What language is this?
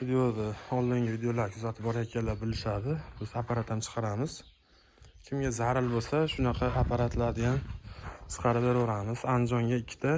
Uzbek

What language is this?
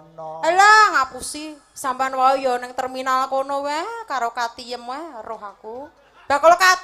Javanese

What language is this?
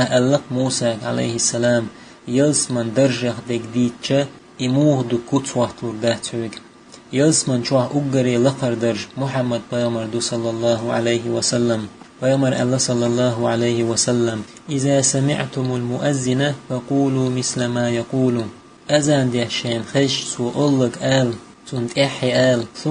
Chechen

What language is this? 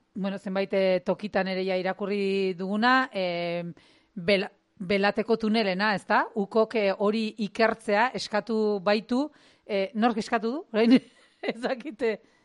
Basque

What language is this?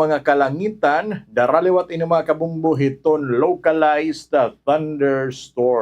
Waray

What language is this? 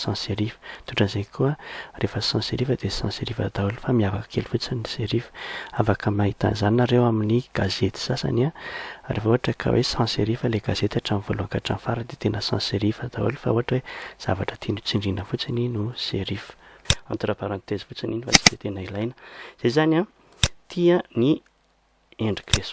Malagasy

